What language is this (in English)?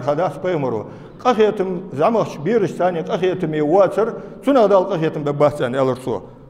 Ingush